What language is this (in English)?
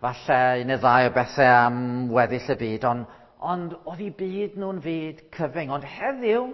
Welsh